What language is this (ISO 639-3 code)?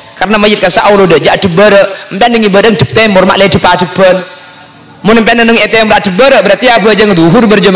mad